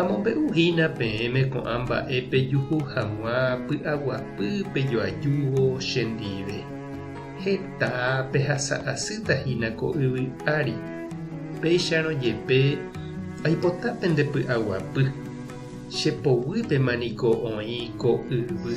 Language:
Guarani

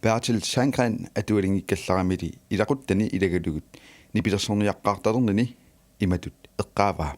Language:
Kalaallisut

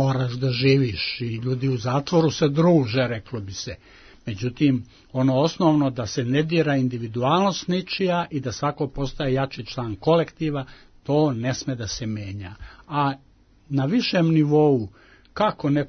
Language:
Serbian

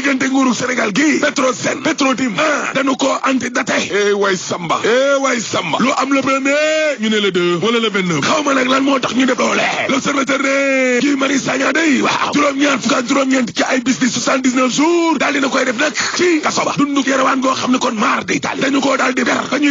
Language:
Wolof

